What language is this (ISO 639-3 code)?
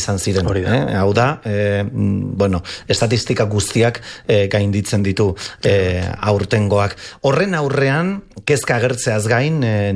eus